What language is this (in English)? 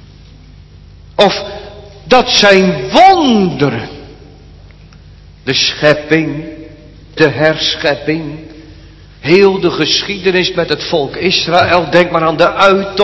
Dutch